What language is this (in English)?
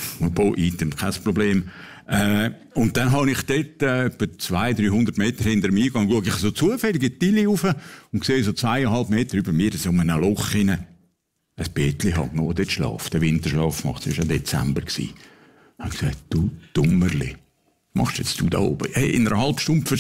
Swiss German